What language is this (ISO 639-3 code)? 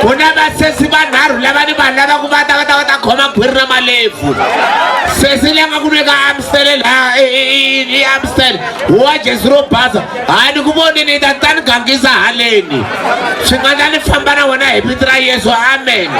tso